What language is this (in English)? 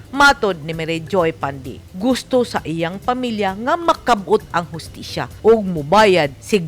Cebuano